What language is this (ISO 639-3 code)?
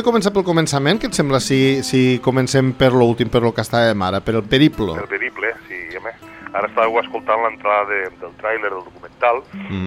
cat